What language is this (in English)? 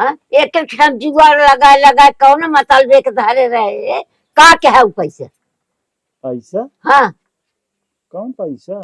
Awadhi